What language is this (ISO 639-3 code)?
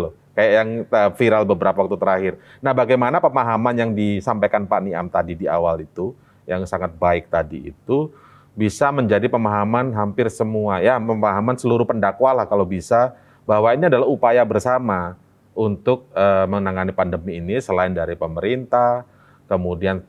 ind